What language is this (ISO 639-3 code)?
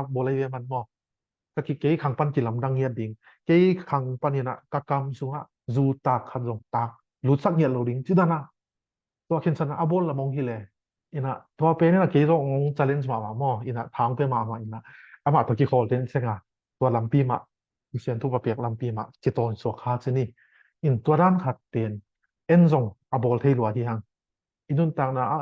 ctd